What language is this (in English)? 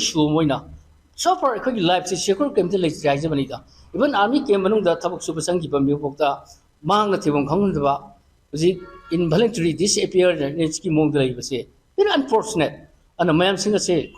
Manipuri